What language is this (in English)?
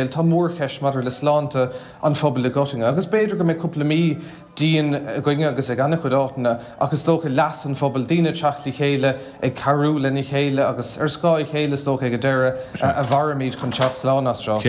Irish